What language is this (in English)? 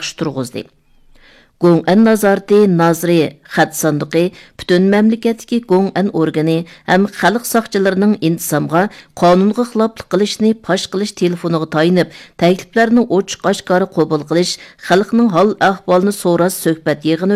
Uyghur